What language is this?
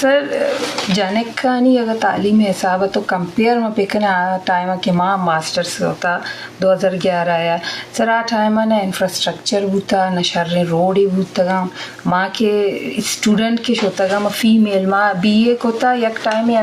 Eastern Balochi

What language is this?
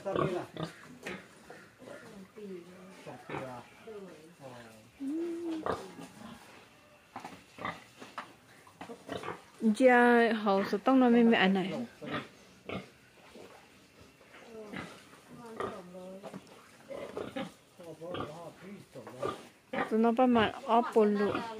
Vietnamese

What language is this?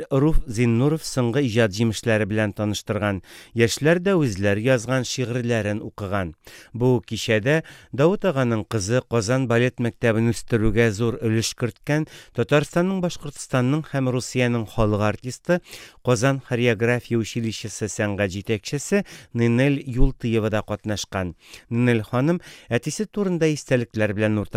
Tatar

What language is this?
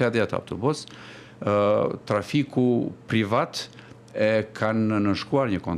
Albanian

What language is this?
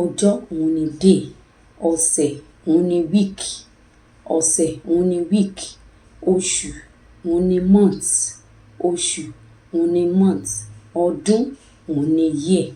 Yoruba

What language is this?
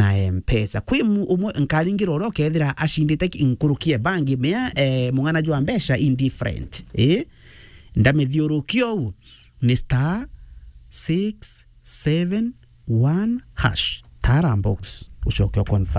Meru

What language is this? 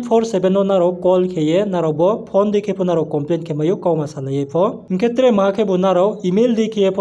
Riang (India)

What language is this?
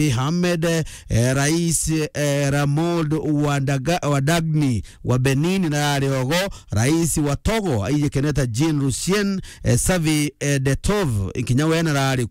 Meru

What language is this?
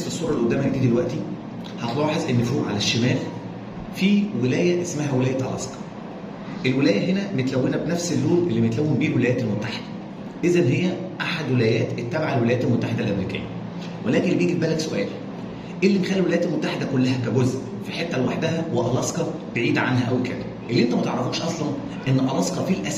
Egyptian Arabic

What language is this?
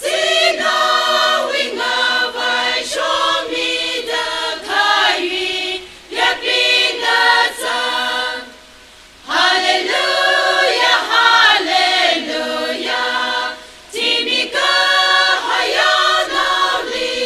Tangkhul Naga (India)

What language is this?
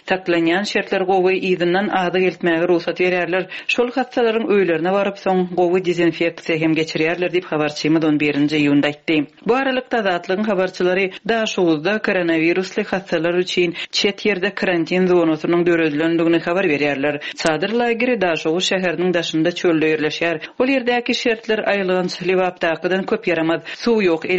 Turkmen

